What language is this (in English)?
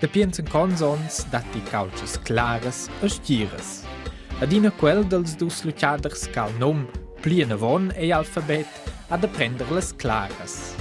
Romansh